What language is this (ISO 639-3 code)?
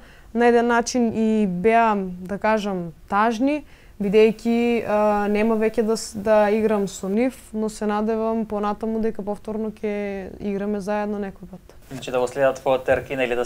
mkd